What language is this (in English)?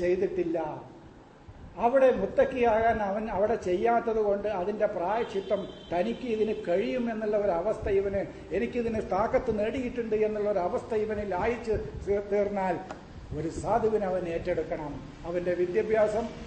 Malayalam